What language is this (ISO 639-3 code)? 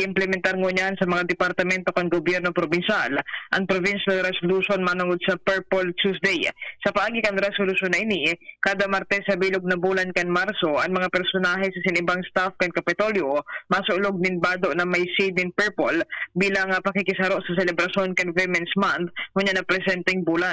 bik